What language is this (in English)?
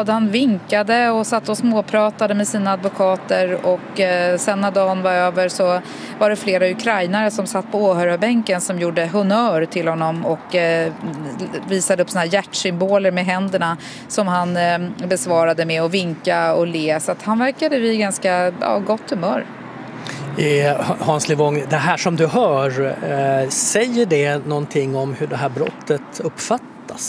Swedish